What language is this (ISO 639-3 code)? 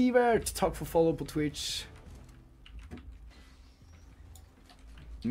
nor